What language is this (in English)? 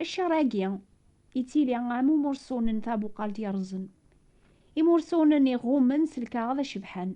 Kabyle